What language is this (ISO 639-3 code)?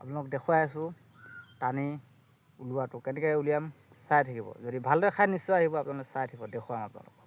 asm